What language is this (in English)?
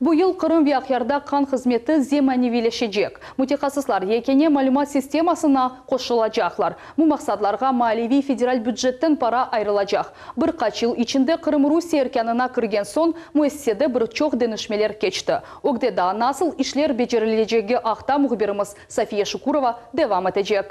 Crimean Tatar